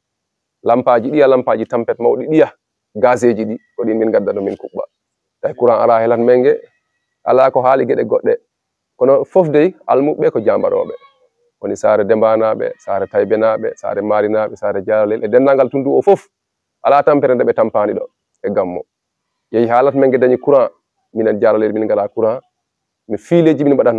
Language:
Fula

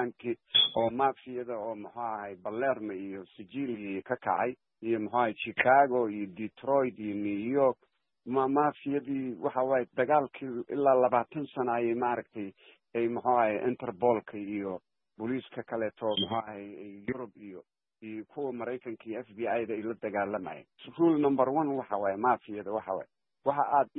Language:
Somali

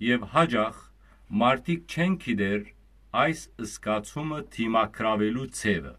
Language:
Western Armenian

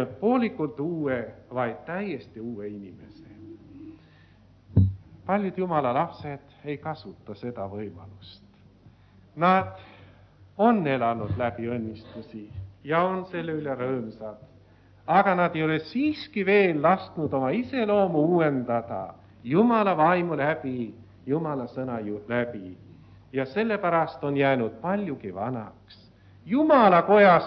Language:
Estonian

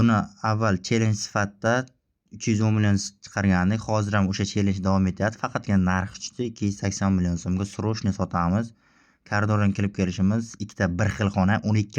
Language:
Uzbek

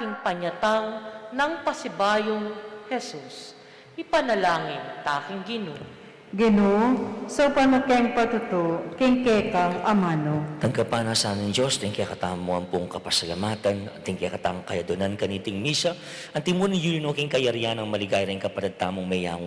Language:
Pampanga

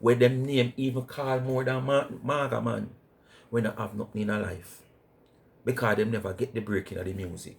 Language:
Jamaican Creole English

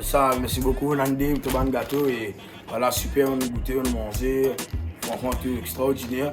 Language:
Morisyen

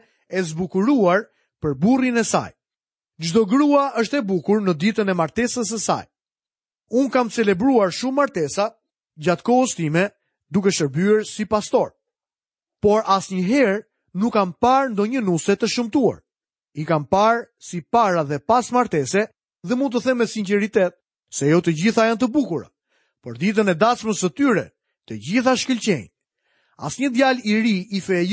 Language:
Albanian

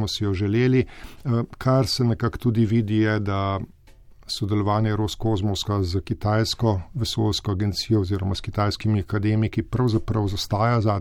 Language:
Slovenian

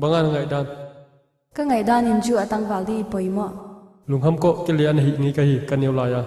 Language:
Paite Chin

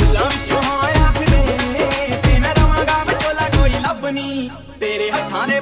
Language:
Punjabi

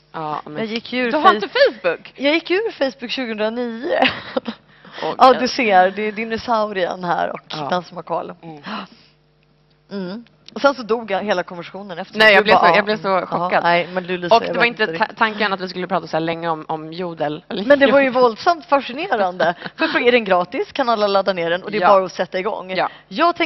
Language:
Swedish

